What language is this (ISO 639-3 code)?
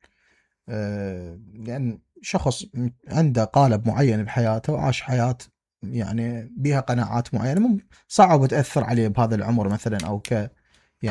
acm